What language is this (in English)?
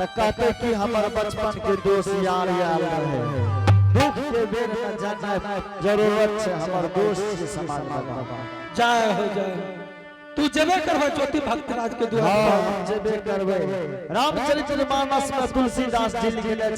Angika